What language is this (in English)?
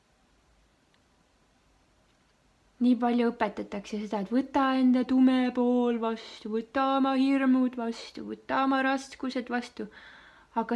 Estonian